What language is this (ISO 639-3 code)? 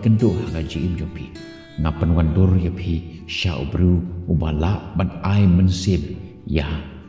kha